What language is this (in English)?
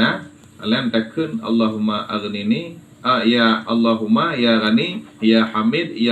Achinese